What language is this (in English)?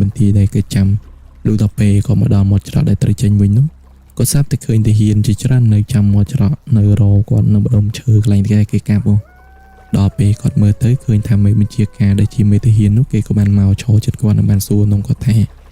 Khmer